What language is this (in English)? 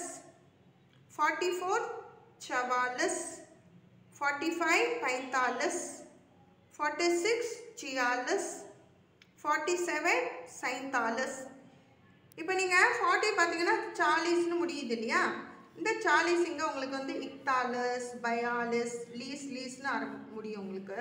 Tamil